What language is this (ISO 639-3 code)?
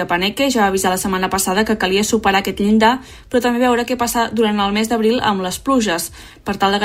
cat